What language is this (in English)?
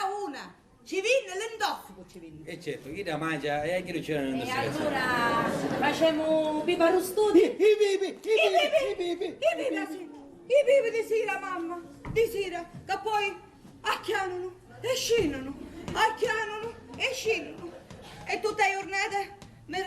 Sicilian